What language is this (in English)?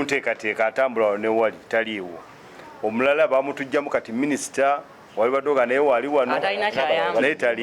Ganda